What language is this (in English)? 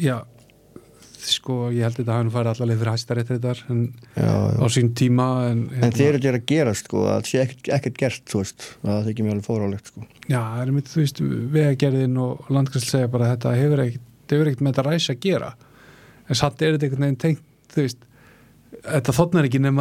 Icelandic